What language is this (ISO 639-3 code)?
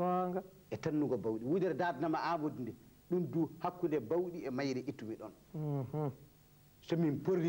ful